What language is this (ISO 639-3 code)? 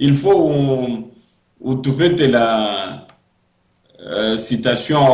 lua